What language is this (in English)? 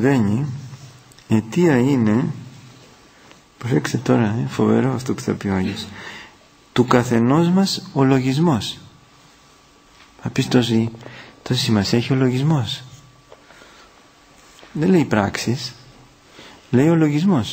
Greek